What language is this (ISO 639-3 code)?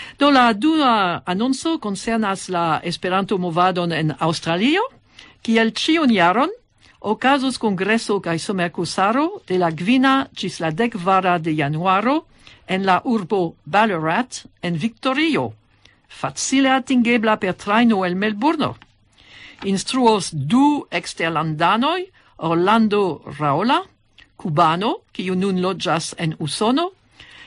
epo